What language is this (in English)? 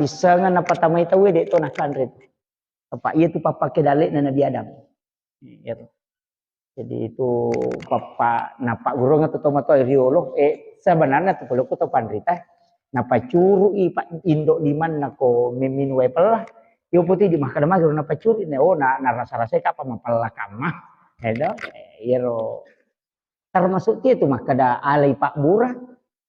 Buginese